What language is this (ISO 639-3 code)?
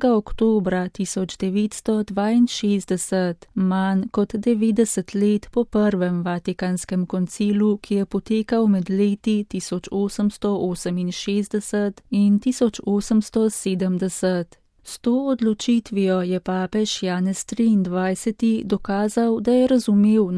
slv